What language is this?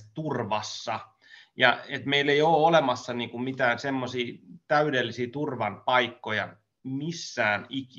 Finnish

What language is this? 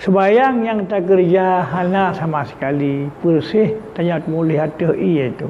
Achinese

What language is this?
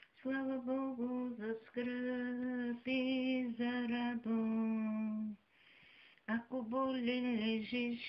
Bulgarian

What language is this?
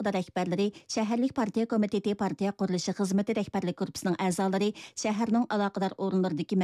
Uyghur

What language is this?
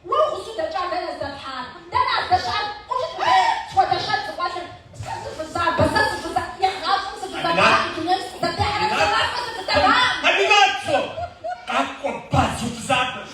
Kabardian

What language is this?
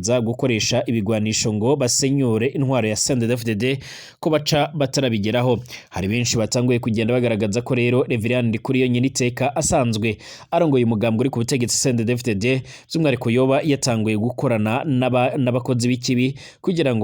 Rundi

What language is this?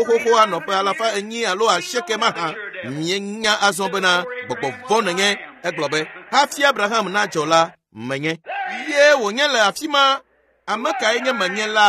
Ewe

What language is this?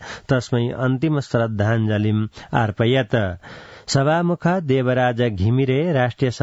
Sanskrit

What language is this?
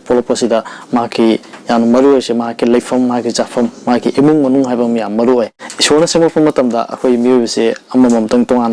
Manipuri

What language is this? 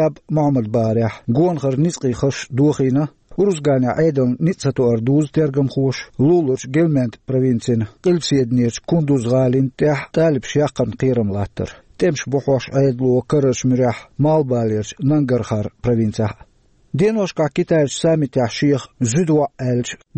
Chechen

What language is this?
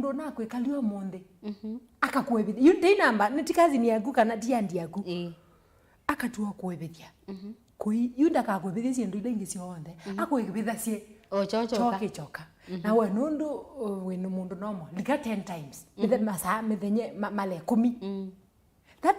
Kamba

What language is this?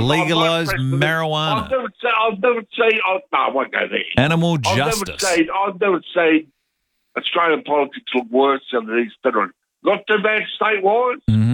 English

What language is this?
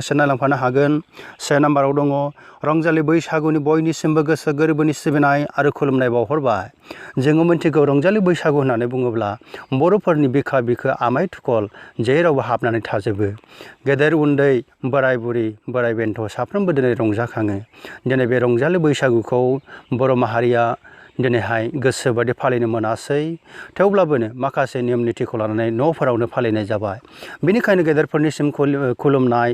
Bodo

